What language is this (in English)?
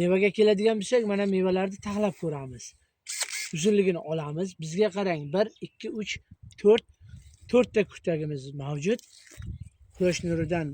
Uzbek